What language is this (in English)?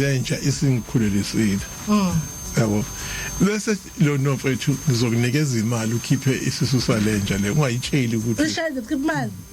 Zulu